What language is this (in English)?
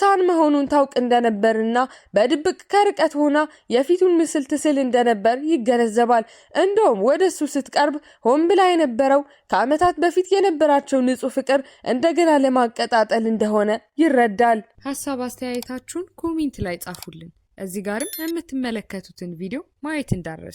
Amharic